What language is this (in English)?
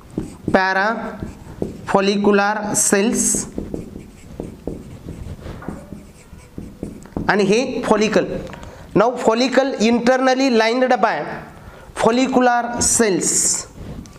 Marathi